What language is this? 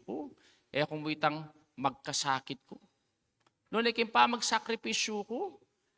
Pampanga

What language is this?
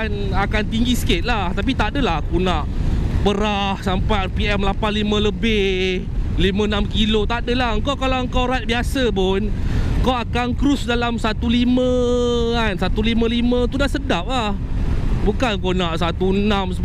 Malay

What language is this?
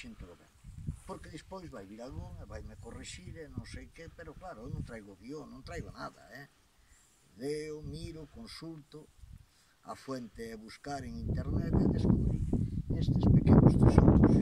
Galician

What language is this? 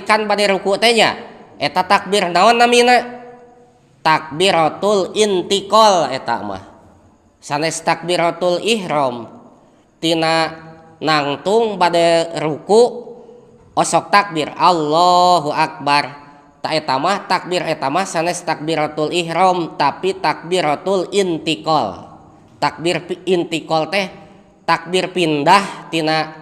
Sundanese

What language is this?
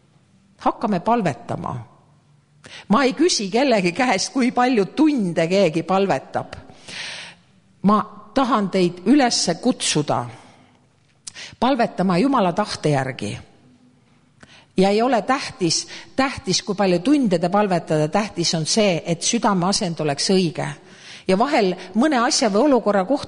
Estonian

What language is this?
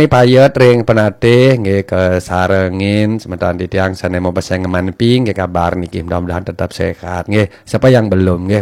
Balinese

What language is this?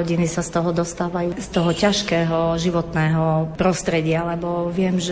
Slovak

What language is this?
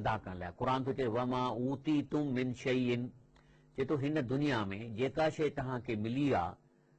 Sindhi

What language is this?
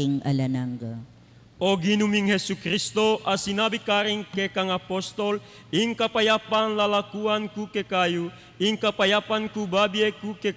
Pampanga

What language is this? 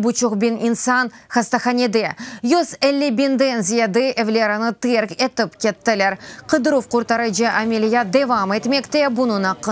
Crimean Tatar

